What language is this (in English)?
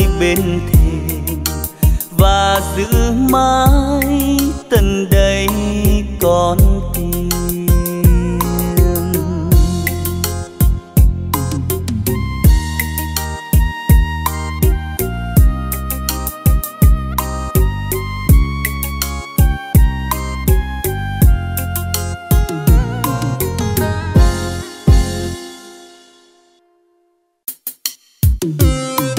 Vietnamese